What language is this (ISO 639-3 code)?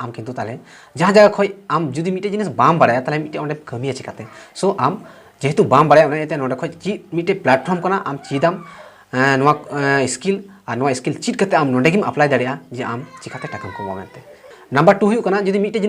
sat